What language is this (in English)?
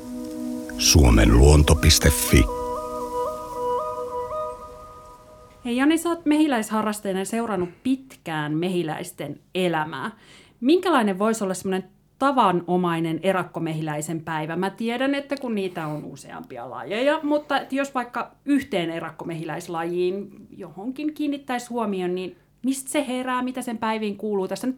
Finnish